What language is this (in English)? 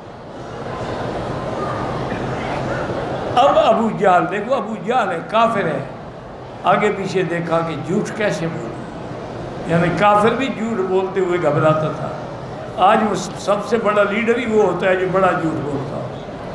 Urdu